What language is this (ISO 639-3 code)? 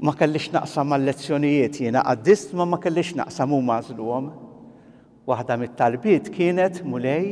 mlt